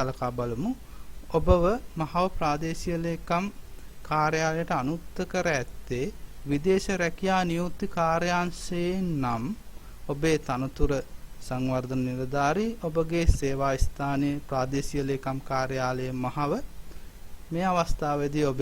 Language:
Sinhala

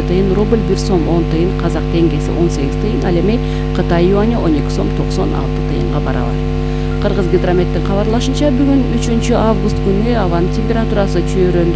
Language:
Kyrgyz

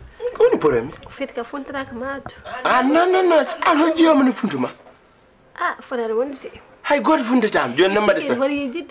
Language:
Fula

